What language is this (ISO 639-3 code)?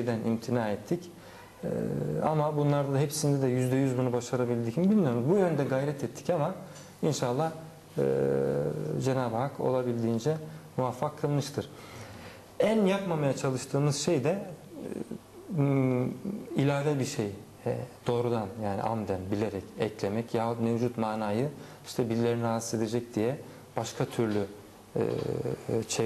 tur